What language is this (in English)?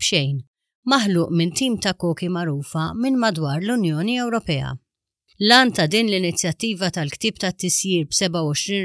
Maltese